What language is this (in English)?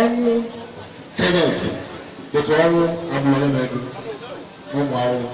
Igbo